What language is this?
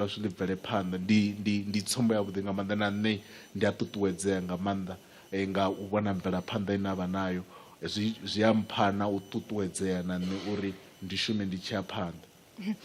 Venda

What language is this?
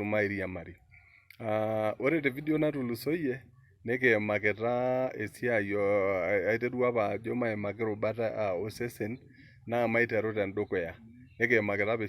Masai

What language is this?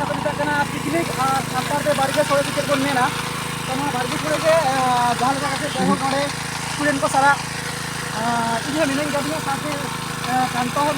Santali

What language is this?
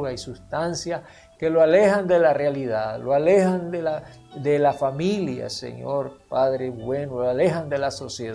Spanish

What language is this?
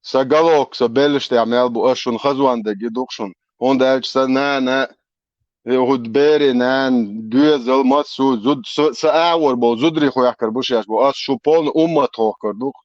Chechen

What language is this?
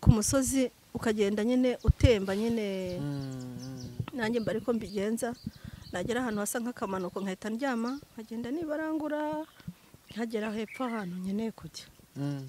Kinyarwanda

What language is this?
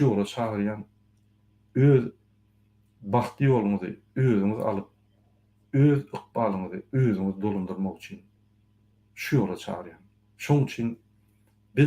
Turkmen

